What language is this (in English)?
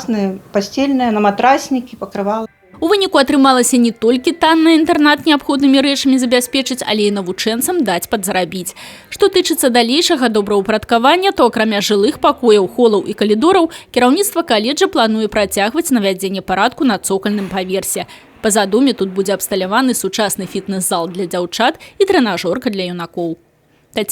Belarusian